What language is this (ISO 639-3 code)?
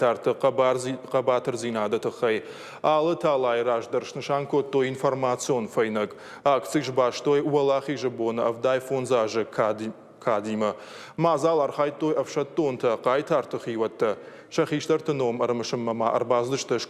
oss